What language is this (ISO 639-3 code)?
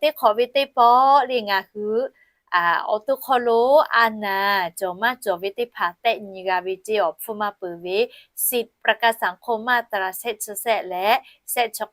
lhu